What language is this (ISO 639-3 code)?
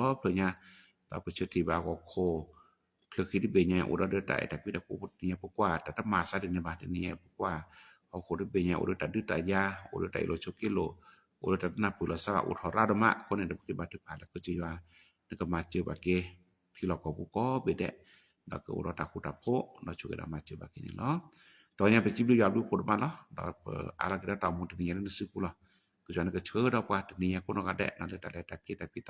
ksw